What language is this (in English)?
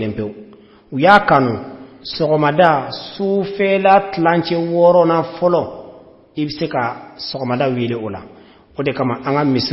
Bambara